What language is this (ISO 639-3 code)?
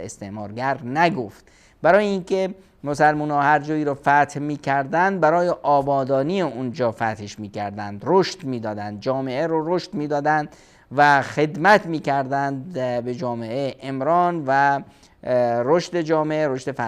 fas